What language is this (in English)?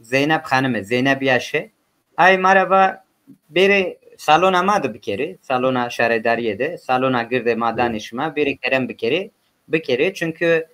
Zaza